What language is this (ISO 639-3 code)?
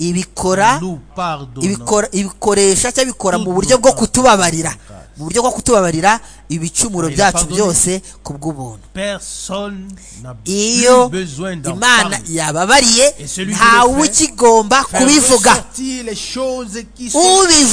kin